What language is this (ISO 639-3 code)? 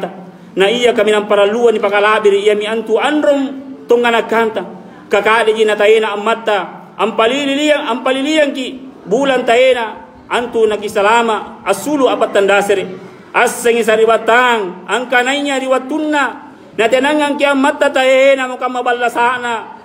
mak